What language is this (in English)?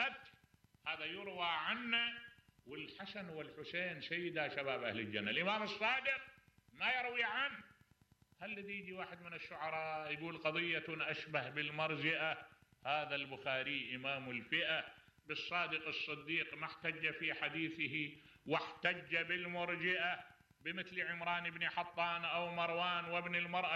Mesopotamian Arabic